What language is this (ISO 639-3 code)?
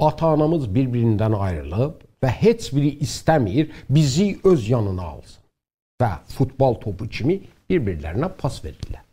azb